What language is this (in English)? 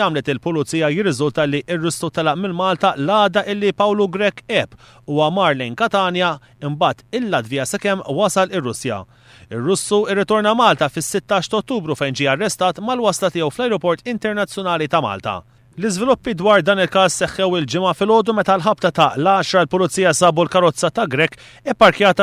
Maltese